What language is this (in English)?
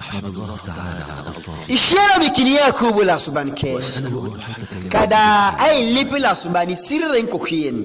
Teso